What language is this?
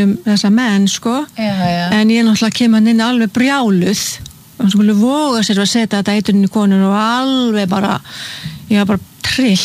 Icelandic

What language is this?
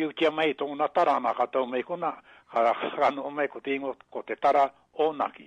Māori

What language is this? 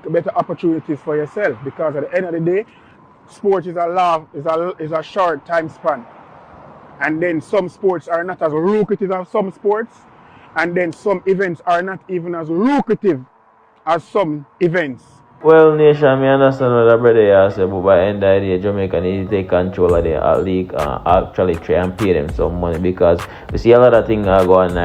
Jamaican Creole English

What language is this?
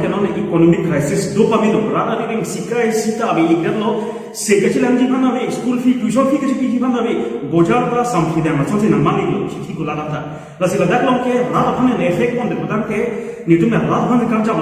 Karbi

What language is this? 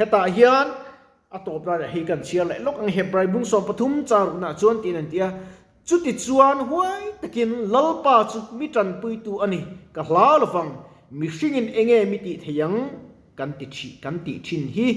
Mizo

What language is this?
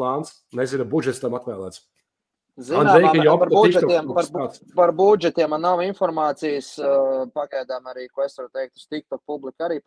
Latvian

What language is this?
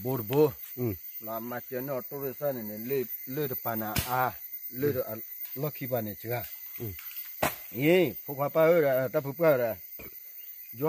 S'gaw Karen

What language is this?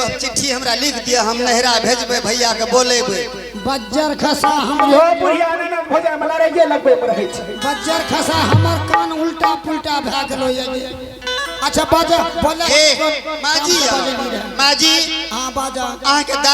Angika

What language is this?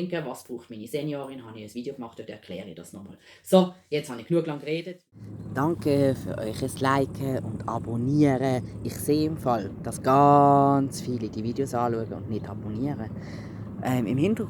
Swiss German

